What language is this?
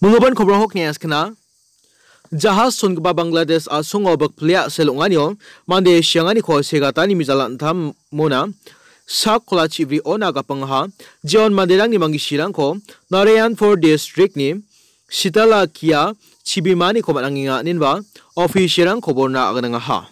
Garo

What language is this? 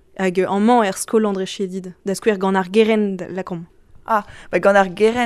Breton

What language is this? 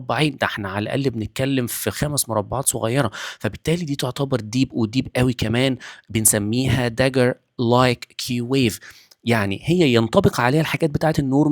Egyptian Arabic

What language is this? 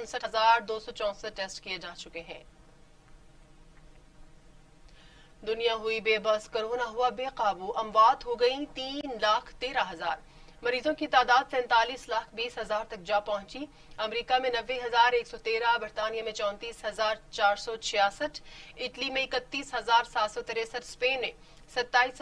Urdu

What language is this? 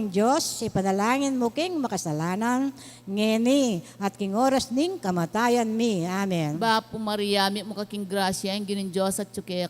Pampanga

